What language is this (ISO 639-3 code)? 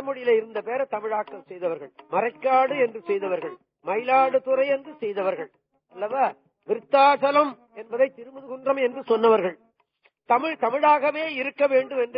tam